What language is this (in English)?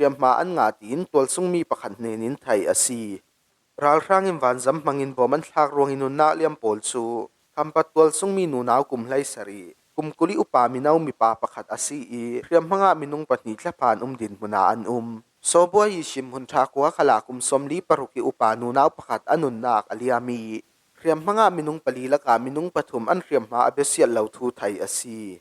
Falam Chin